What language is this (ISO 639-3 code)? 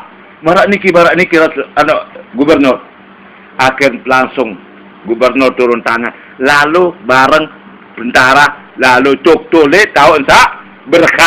sas